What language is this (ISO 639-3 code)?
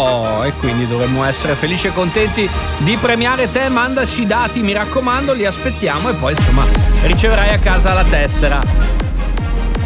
ita